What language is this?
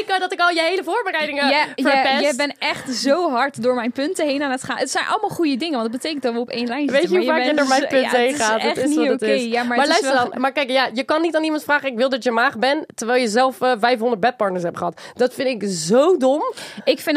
Dutch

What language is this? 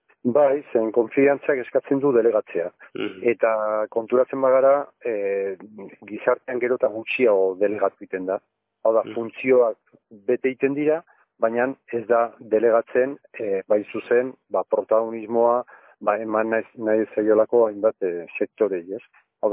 Basque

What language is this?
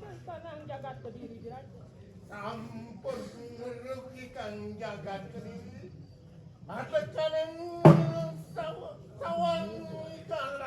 Balinese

